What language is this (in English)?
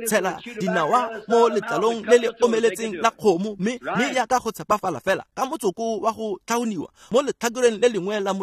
Tswana